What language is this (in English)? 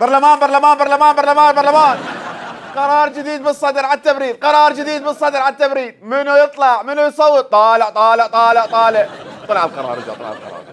Mesopotamian Arabic